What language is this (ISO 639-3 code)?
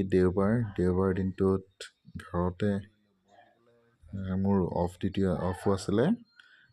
asm